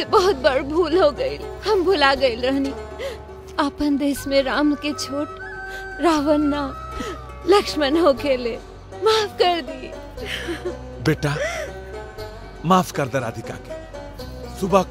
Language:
Bhojpuri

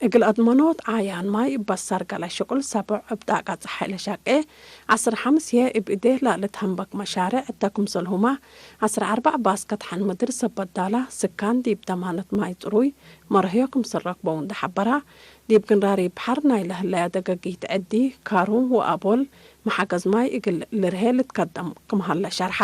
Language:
Tigre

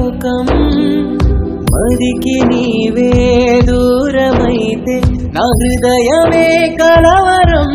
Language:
Telugu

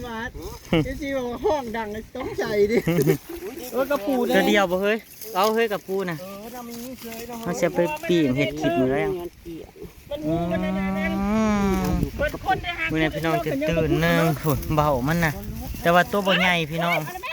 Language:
Northeastern Thai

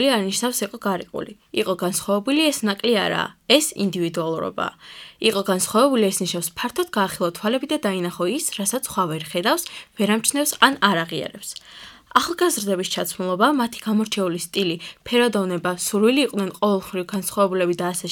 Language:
Georgian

